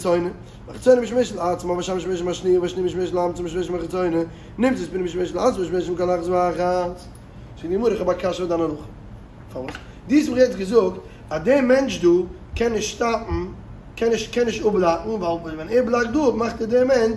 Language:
Yiddish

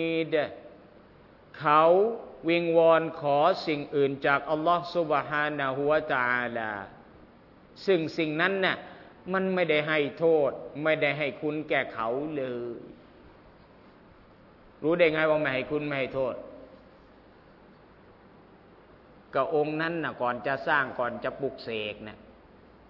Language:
Thai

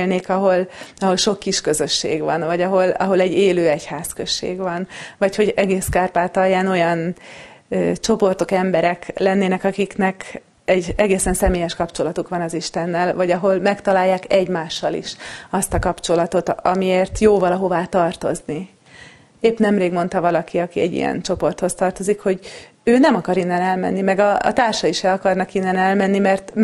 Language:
Hungarian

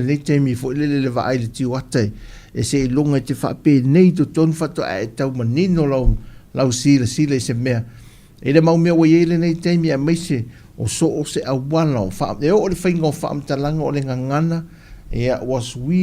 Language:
Samoan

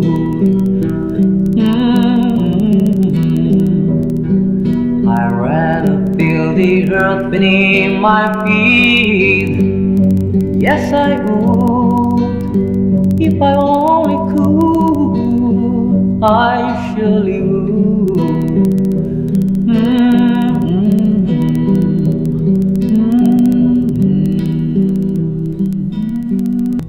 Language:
English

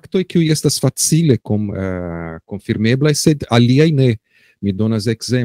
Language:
Esperanto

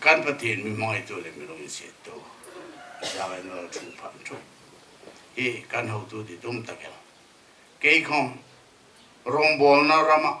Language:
Hmar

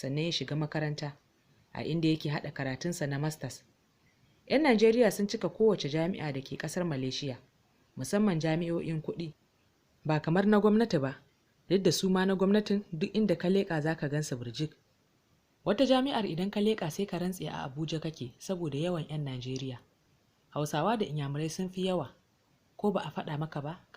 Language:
Hausa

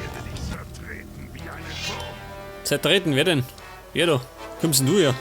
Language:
Bavarian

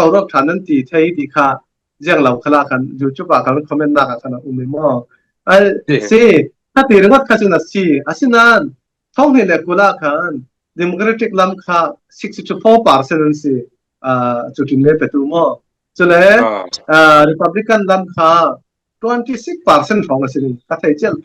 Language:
Falam Chin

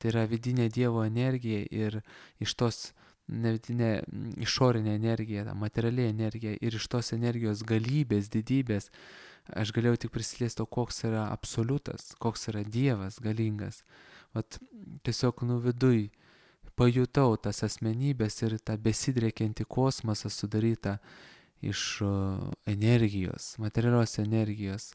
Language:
Lithuanian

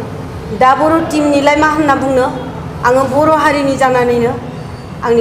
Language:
Bodo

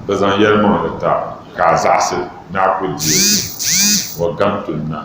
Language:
Dagbani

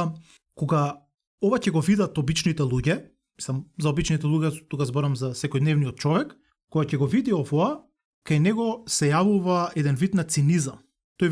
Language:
Macedonian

